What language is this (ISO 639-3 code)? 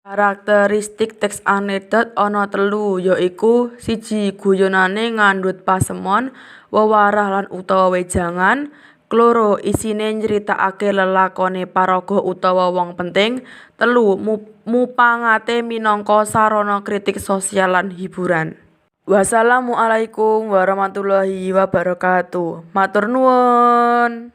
jav